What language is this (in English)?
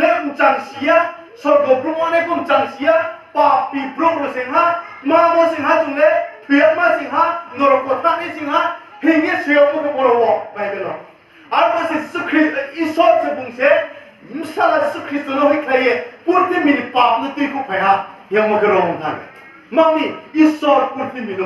Riang (India)